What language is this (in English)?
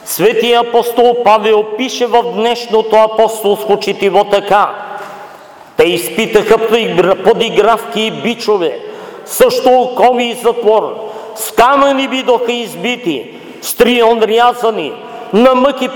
Bulgarian